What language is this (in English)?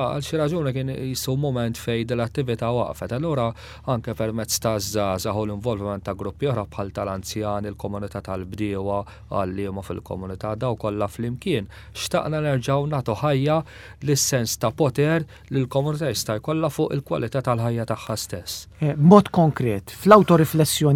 Maltese